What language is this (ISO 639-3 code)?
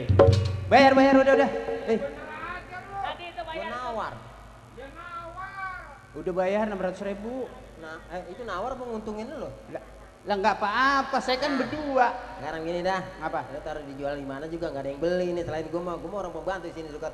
bew